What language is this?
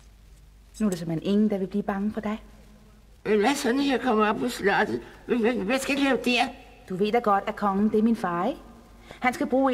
Danish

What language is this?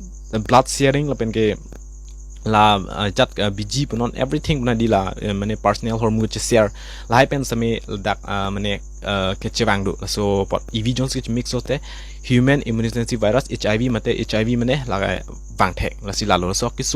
Karbi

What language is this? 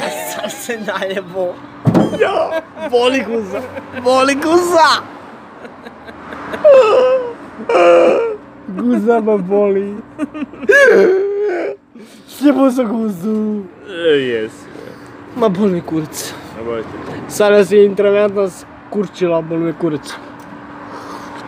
Croatian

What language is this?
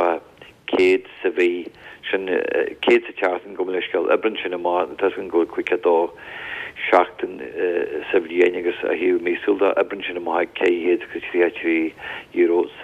Irish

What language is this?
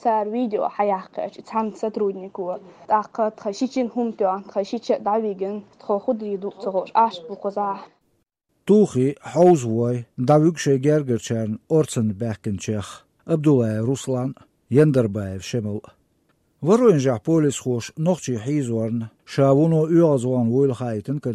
Chechen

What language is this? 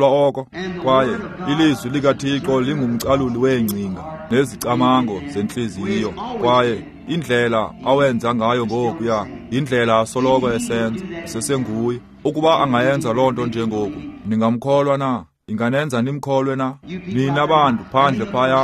Xhosa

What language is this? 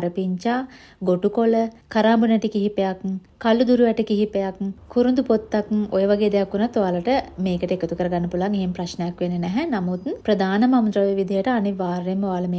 Sinhala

